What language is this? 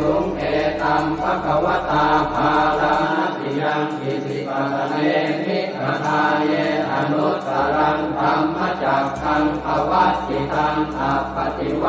Pali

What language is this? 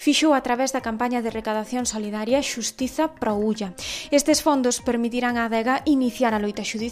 Galician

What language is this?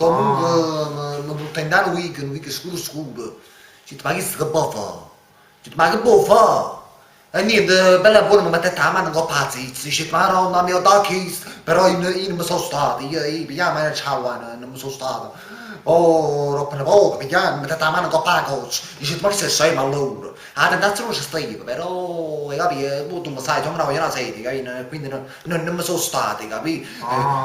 Neapolitan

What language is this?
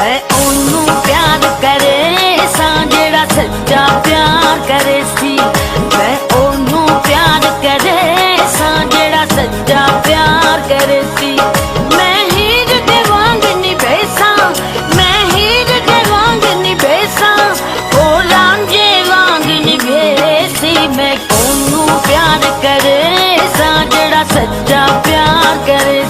Pahari-Potwari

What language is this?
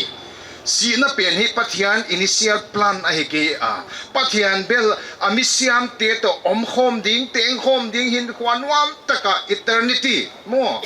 Paite Chin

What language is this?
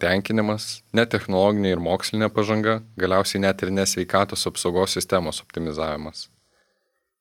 Lithuanian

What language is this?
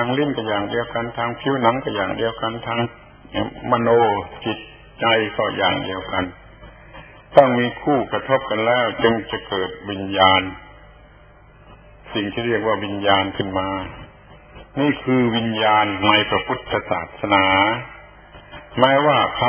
Thai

